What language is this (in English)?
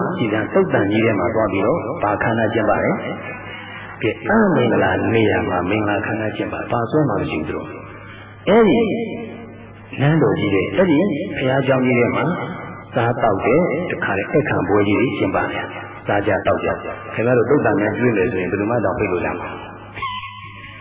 Burmese